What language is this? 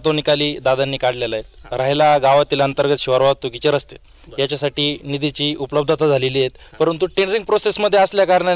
Marathi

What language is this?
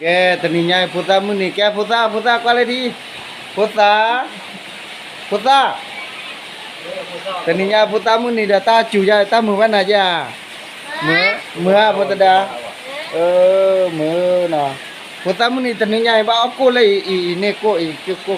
S'gaw Karen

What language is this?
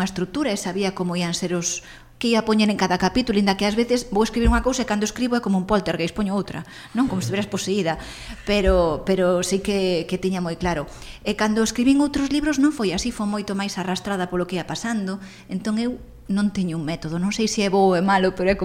Galician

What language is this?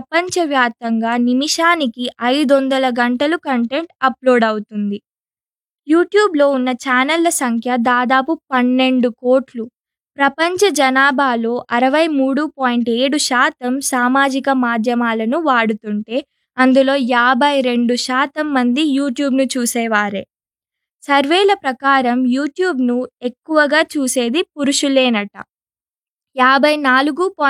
Telugu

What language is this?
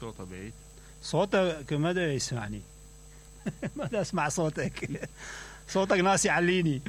Mesopotamian Arabic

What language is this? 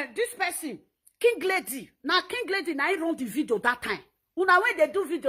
Nigerian Pidgin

